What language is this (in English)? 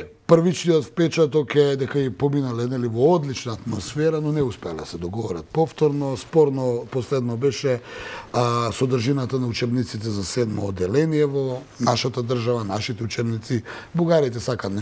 Macedonian